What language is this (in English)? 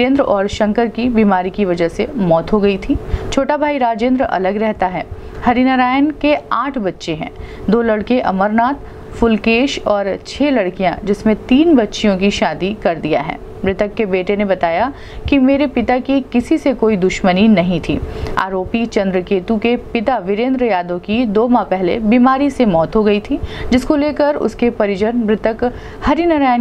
Hindi